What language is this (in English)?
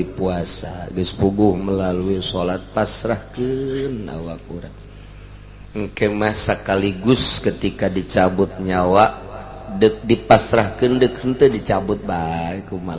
Sundanese